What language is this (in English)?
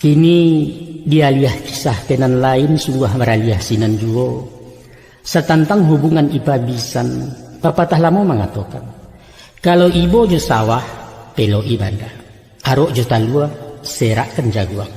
Minangkabau